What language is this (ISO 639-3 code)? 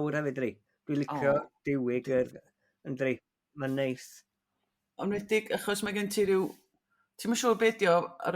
cym